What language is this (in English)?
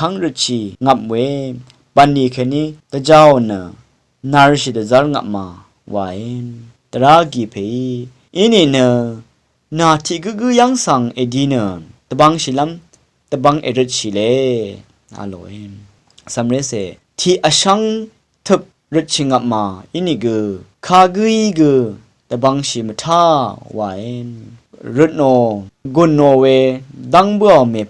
Rawang